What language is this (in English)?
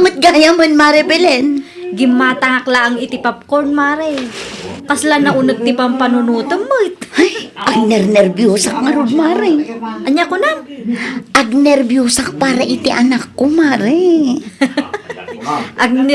Iloko